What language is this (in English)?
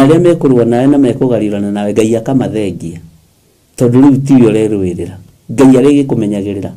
Kikuyu